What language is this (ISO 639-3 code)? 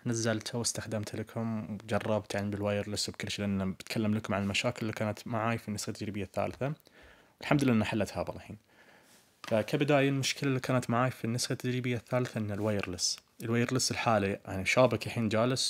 ars